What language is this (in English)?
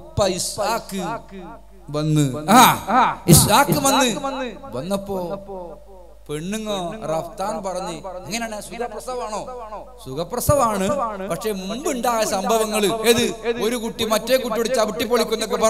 Malayalam